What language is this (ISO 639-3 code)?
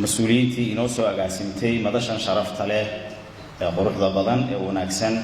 som